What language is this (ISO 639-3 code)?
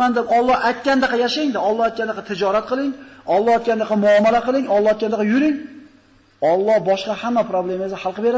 uzb